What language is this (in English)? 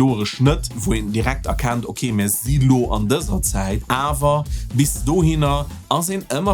Luxembourgish